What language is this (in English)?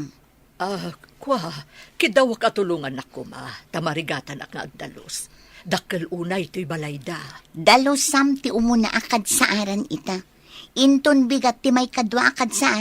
Iloko